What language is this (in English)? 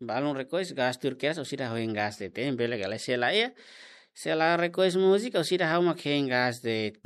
Tetum